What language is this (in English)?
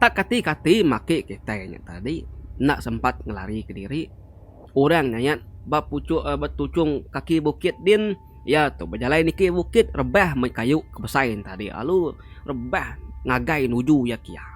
Iban